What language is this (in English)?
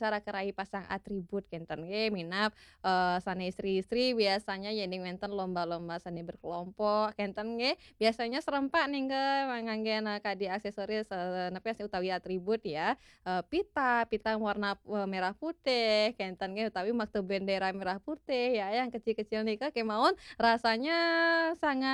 Balinese